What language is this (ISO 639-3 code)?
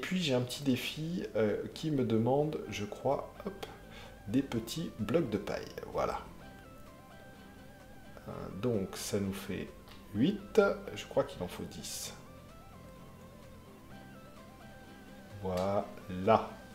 fra